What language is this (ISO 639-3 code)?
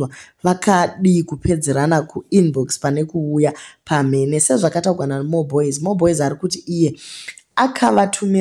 sna